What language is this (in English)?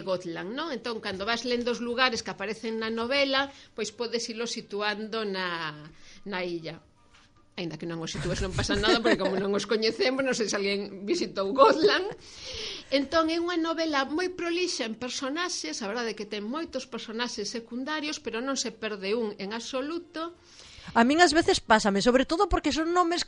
Galician